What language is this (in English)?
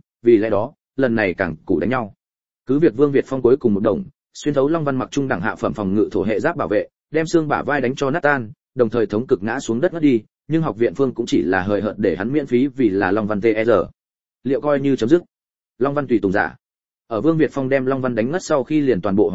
Vietnamese